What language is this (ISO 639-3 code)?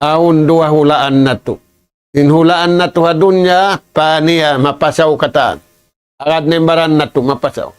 tsg